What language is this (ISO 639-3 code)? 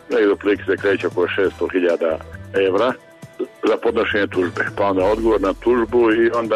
srp